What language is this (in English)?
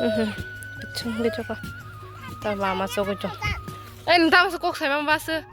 Kok Borok